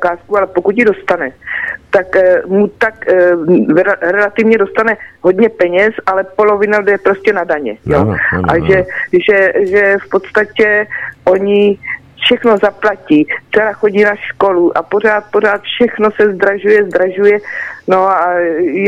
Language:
Czech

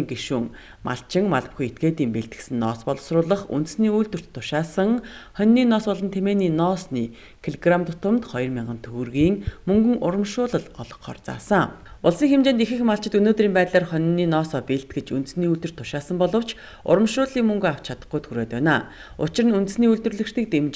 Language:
Mongolian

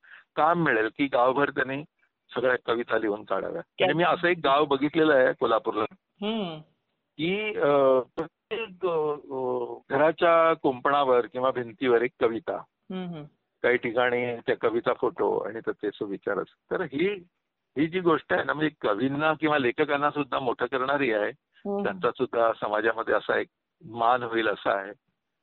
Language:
Marathi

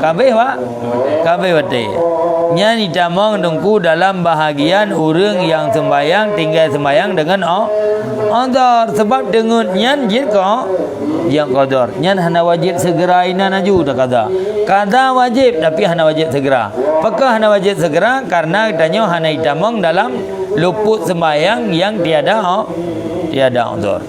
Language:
Achinese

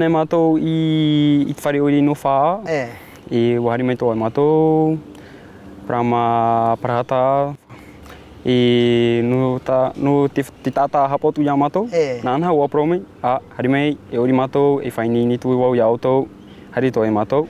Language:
Tahitian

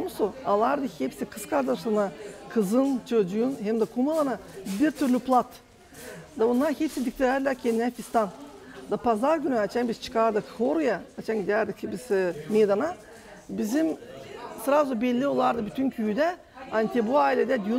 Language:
Gagauz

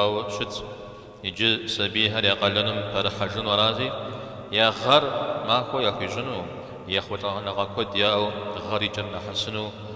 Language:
Kabardian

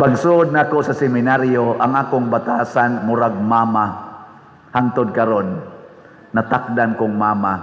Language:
Cebuano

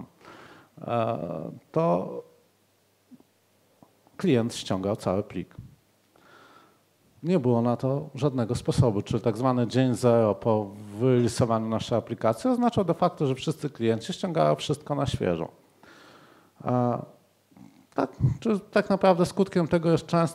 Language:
Polish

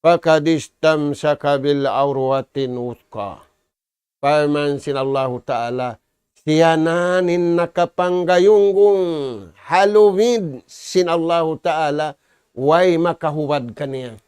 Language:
Tausug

